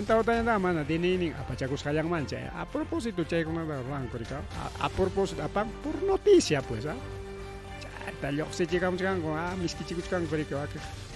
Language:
Ayacucho Quechua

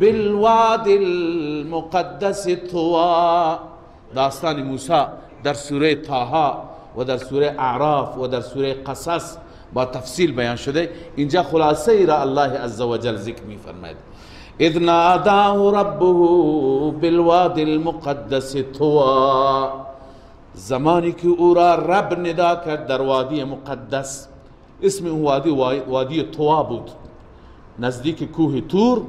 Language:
Persian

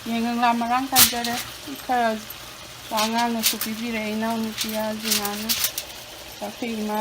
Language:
Manipuri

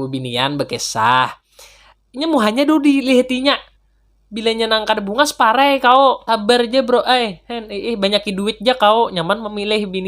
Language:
Banjar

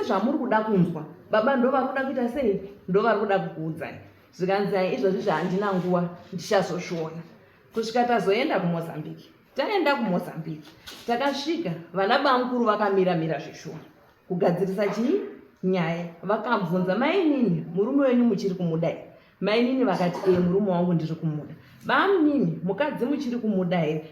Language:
Shona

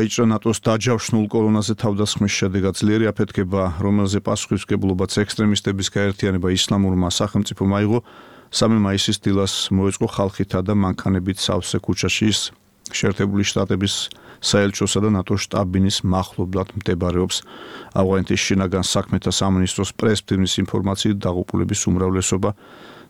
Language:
Georgian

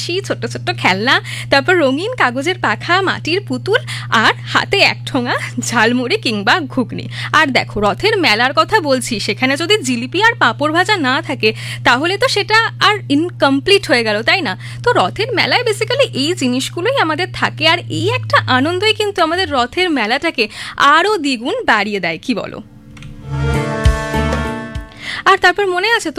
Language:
Bangla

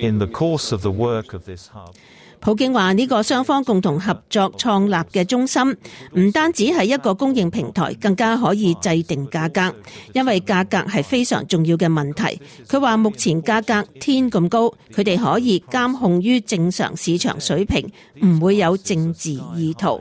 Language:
Cantonese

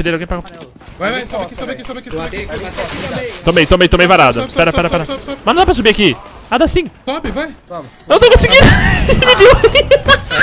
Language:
Portuguese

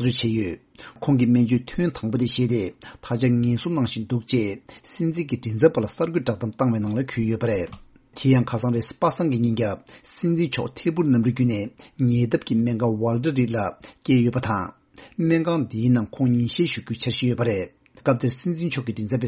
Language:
Tibetan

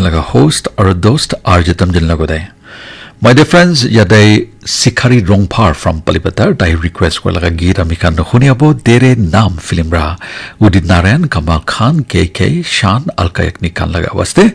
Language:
Naga Pidgin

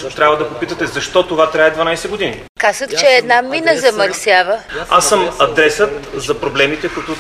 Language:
Bulgarian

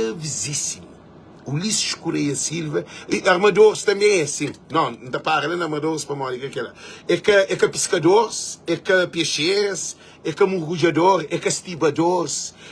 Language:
Kabuverdianu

